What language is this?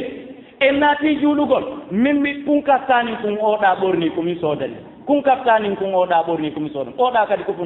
Fula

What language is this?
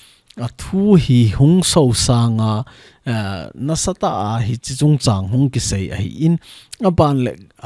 Thado Chin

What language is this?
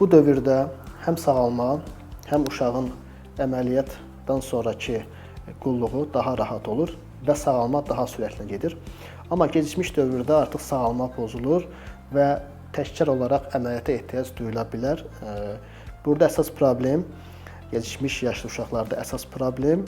Azerbaijani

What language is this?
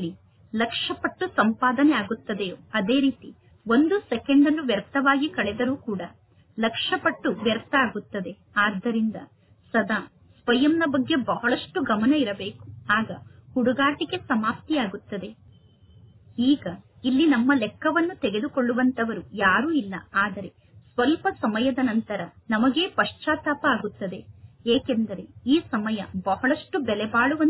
Kannada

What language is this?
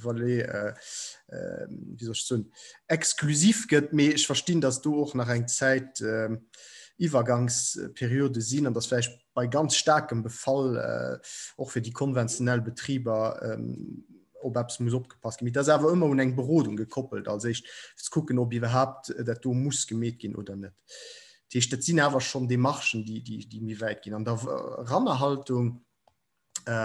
Luxembourgish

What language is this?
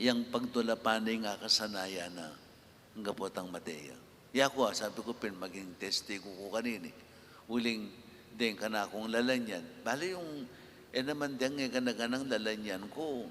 Pampanga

